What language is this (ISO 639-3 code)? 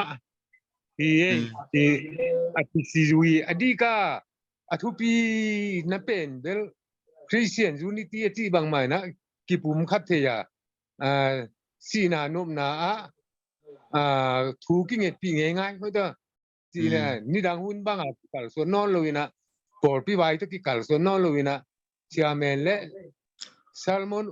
ctd